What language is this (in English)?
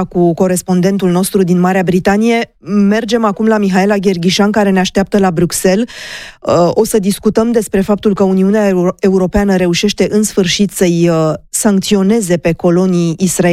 Romanian